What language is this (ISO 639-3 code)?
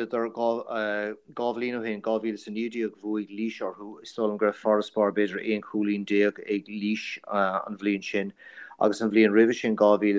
gle